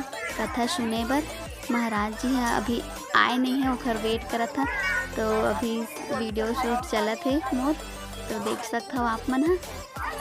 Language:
Chhattisgarhi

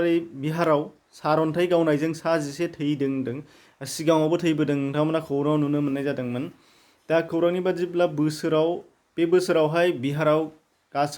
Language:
Bodo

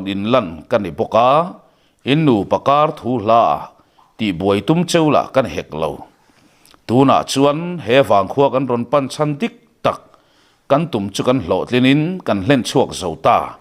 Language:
Mizo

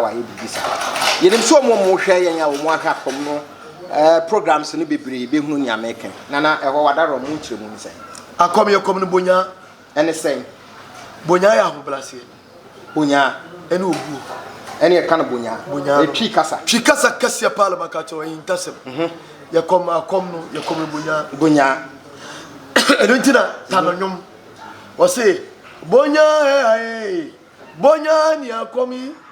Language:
Akan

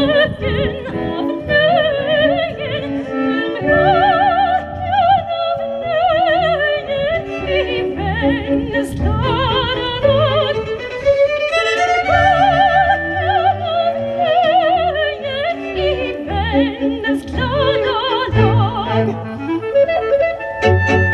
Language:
Swedish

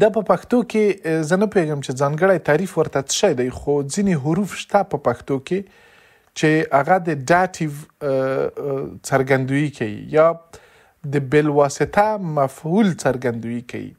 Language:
Pashto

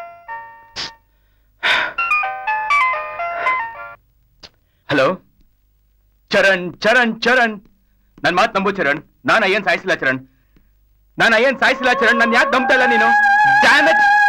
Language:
Kannada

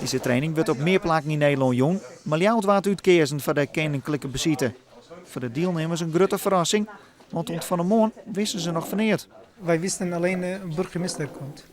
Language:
Western Frisian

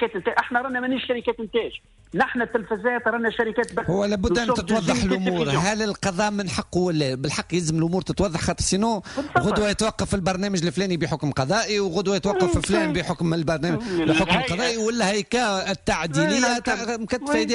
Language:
Tunisian Arabic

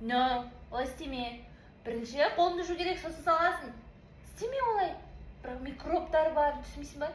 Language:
Kazakh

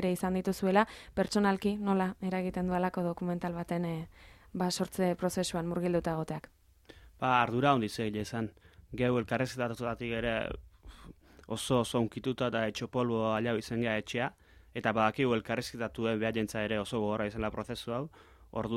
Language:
Basque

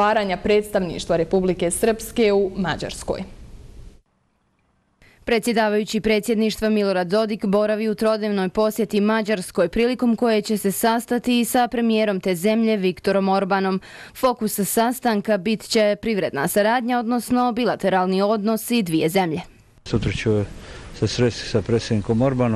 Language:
Bosnian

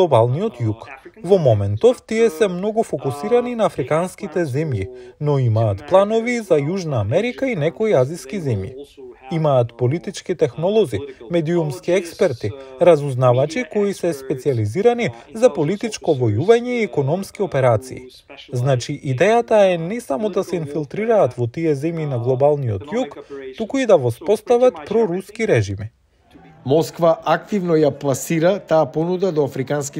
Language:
Macedonian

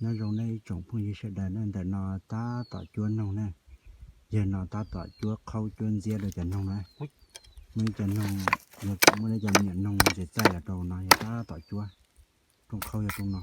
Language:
Hmong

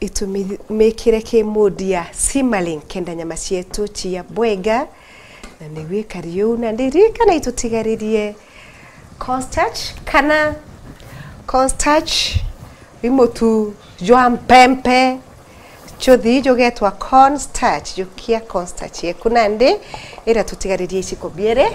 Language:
Meru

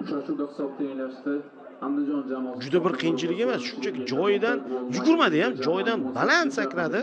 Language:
Uzbek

